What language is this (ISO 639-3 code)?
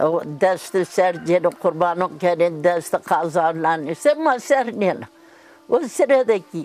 zza